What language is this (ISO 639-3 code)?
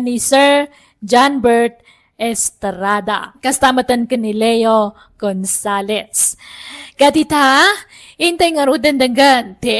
ilo